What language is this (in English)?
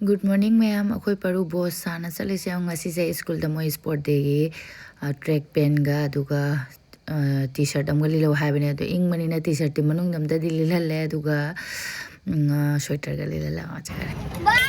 Manipuri